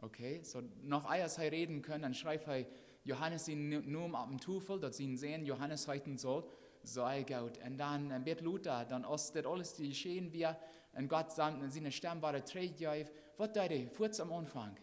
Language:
Plautdietsch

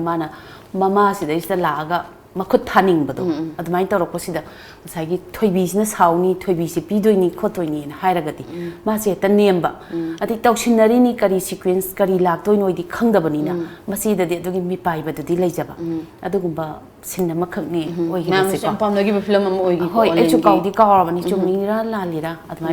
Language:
Manipuri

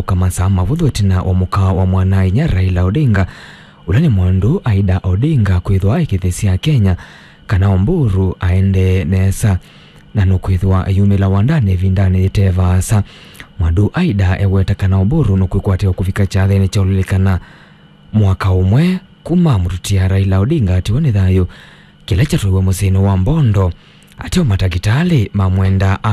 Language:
Kamba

